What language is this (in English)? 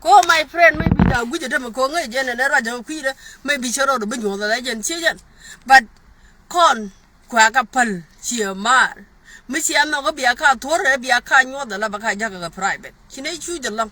Nuer